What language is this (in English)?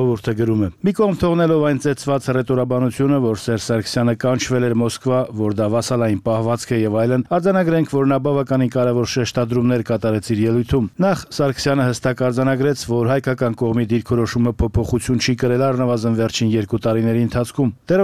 Armenian